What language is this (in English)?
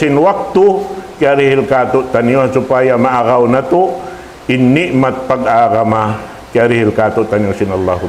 Tausug